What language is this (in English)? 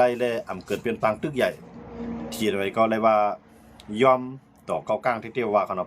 Shan